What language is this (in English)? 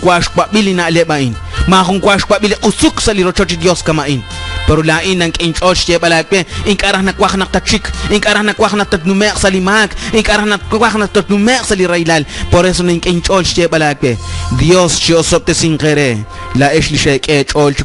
Kekchí